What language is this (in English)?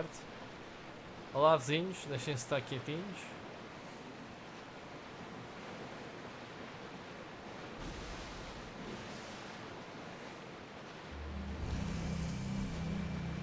Portuguese